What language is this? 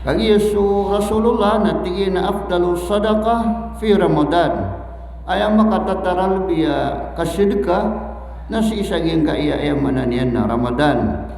Maranao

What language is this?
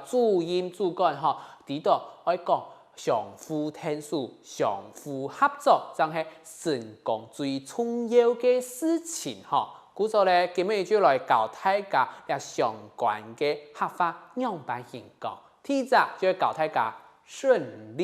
Hakka Chinese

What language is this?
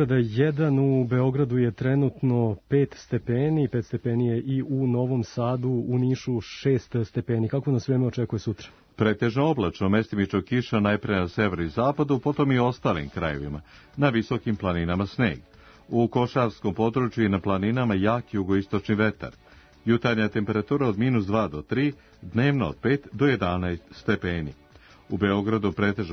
Serbian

